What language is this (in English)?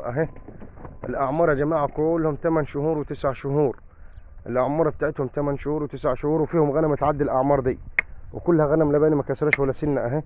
Egyptian Arabic